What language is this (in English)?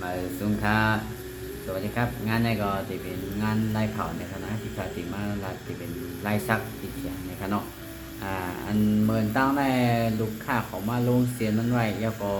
Shan